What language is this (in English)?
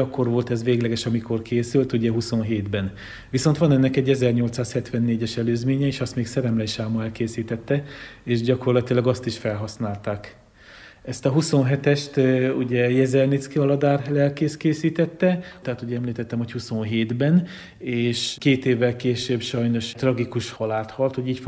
Hungarian